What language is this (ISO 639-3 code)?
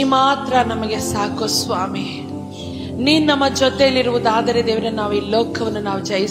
kan